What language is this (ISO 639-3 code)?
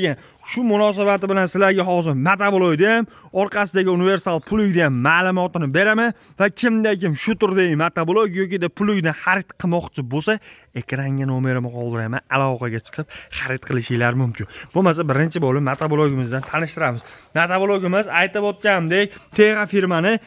uzb